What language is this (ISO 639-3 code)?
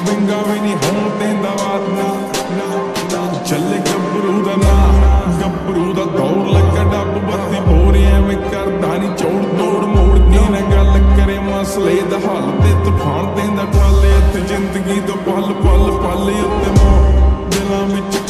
pan